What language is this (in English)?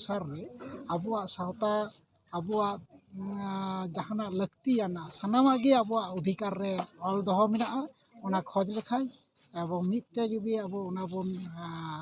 Santali